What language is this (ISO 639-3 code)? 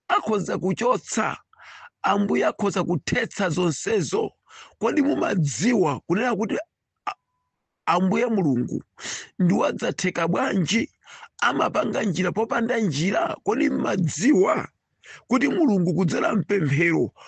nya